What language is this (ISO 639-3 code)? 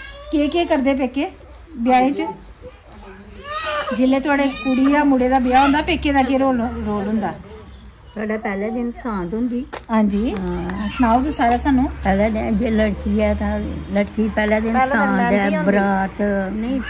doi